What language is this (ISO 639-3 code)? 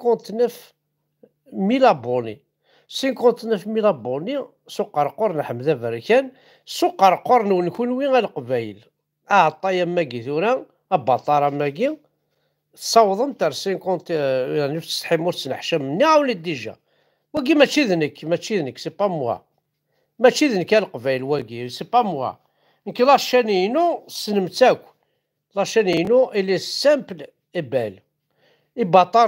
kab